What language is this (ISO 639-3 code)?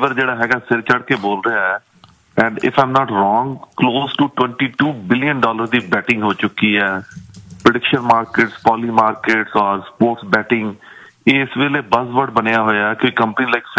pan